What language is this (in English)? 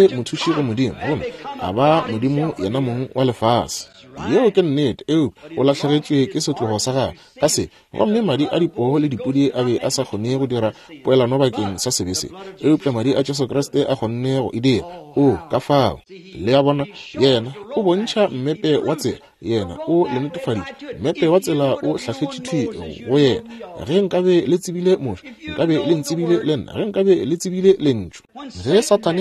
Northern Sotho